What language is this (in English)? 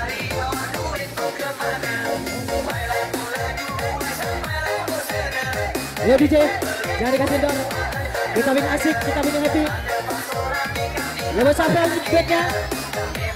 Indonesian